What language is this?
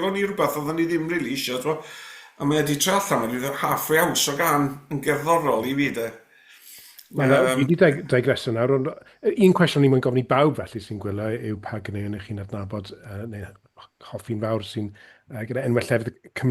Welsh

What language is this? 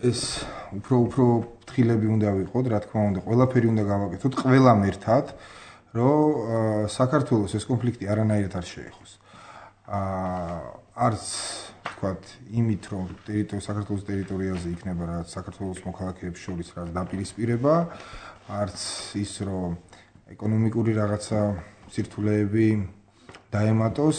Georgian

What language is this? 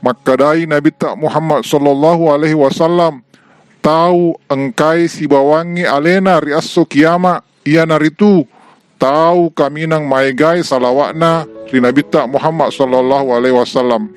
Buginese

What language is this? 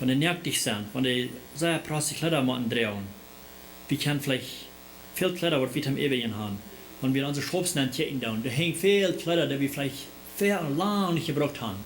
Plautdietsch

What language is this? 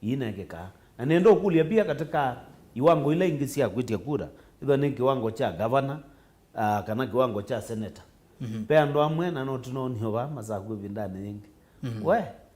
Kamba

